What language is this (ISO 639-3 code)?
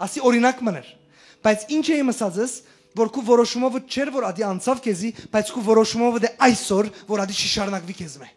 hyw